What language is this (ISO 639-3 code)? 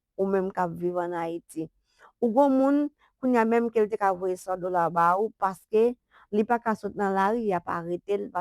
hat